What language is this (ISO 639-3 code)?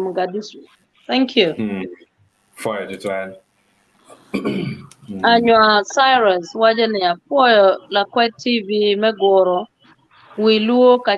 ach